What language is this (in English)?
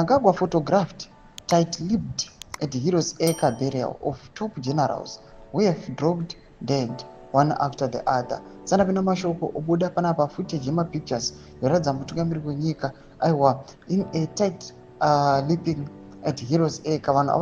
Shona